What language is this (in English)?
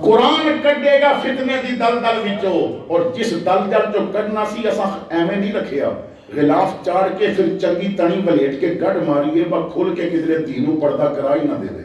Western Panjabi